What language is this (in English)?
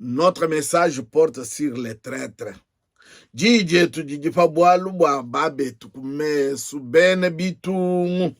Luba-Lulua